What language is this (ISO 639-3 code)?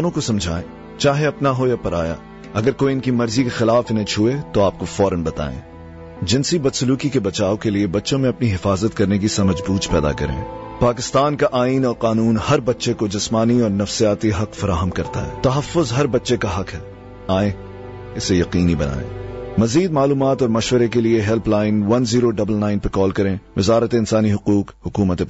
urd